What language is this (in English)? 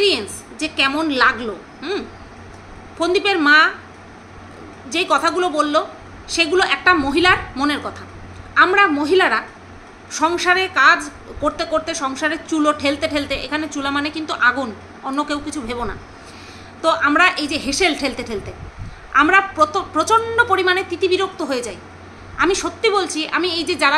Bangla